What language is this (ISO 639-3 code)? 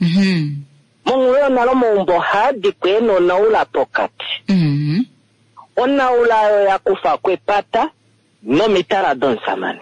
kua